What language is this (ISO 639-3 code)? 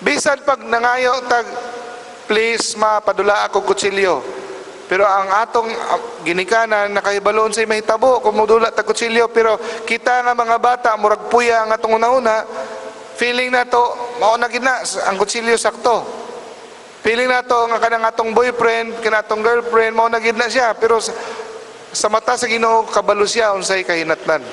ceb